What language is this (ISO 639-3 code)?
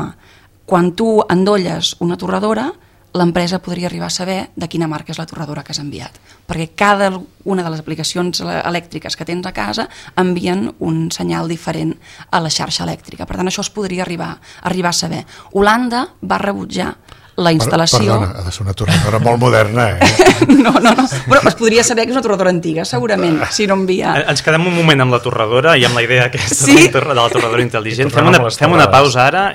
cat